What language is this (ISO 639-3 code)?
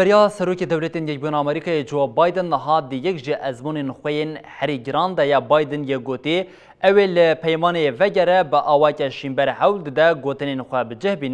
kur